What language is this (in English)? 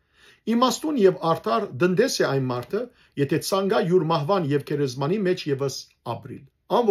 Western Armenian